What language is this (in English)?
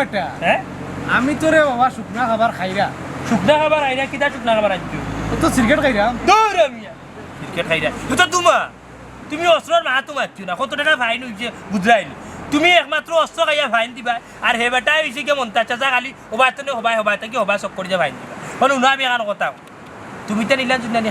Sylheti